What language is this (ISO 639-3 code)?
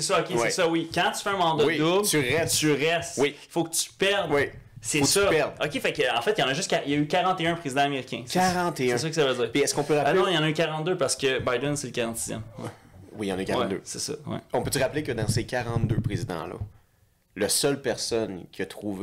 fra